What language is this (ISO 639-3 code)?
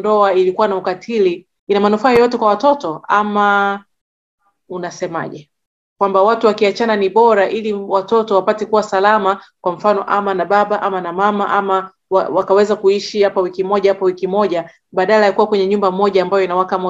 swa